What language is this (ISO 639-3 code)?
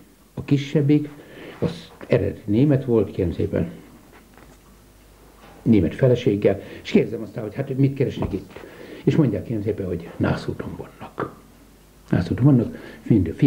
hun